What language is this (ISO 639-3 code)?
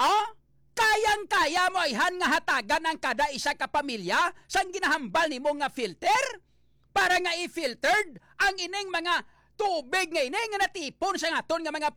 hil